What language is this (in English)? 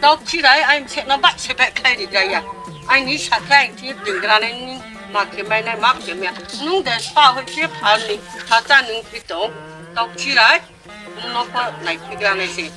Riang (India)